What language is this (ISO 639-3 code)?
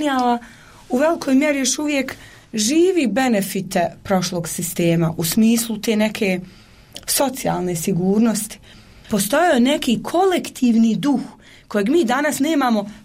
bos